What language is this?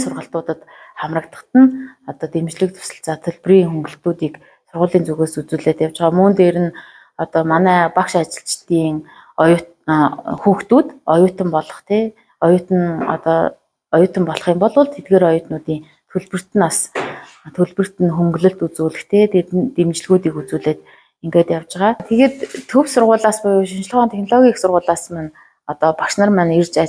Mongolian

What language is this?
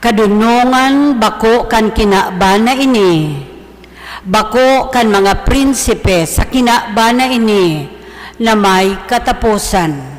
Bikol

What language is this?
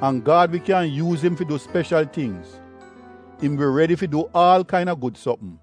Jamaican Creole English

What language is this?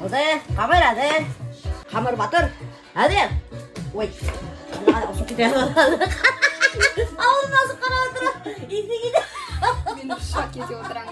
Bashkir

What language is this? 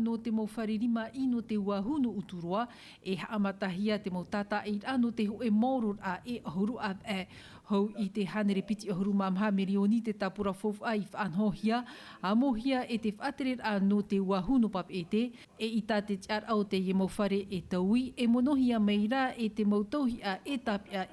Tahitian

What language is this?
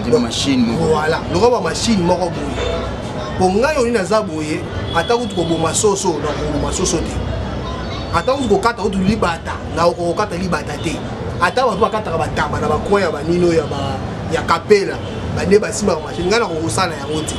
Lingala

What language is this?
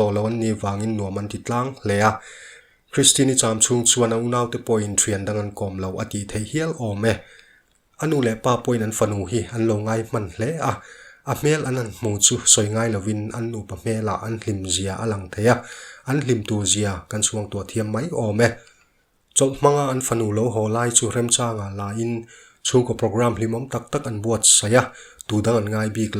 Mizo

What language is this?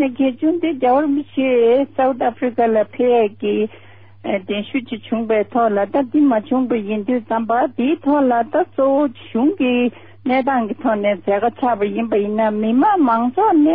Tibetan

